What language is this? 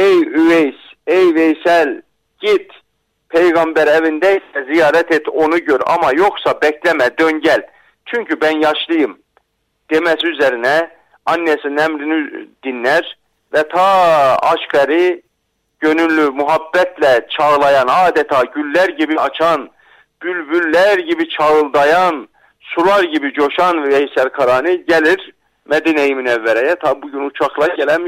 Turkish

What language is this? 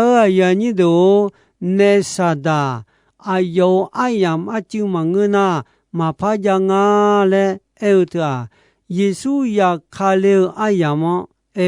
Akha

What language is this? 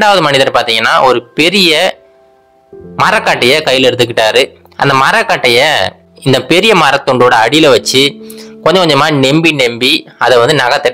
Tamil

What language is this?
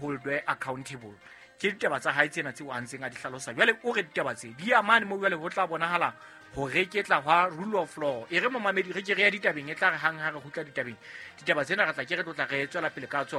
Southern Sotho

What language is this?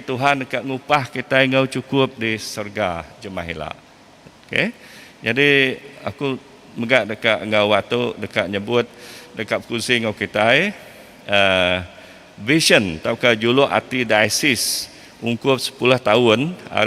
Iban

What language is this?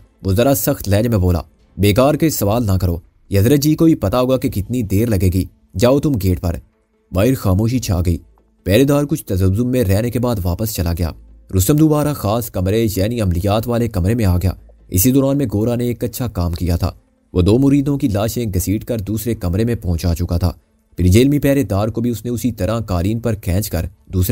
Urdu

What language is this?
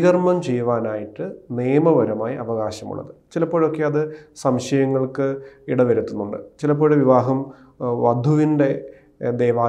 Malayalam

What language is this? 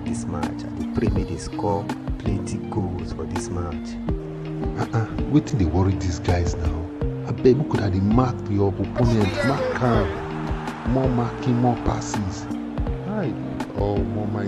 Nigerian Pidgin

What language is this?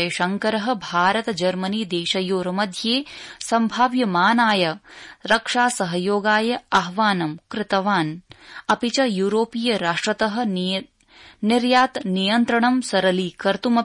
Sanskrit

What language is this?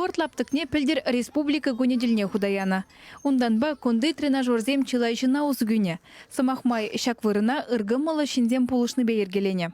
Chuvash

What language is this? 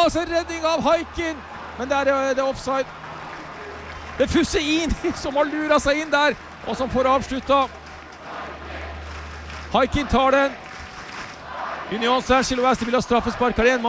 Norwegian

